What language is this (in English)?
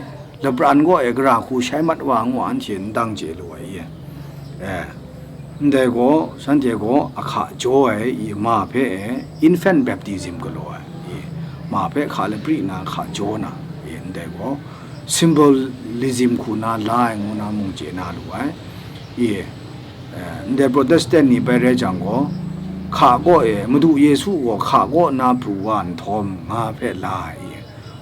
Kachin